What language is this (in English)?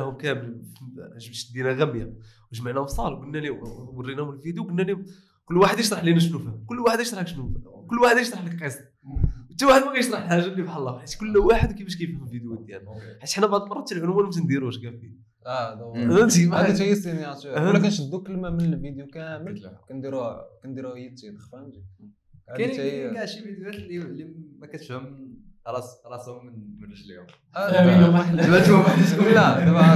Moroccan Arabic